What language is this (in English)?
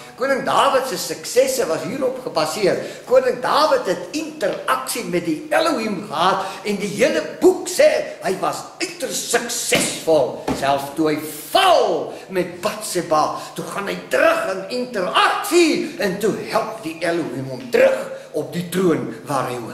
Afrikaans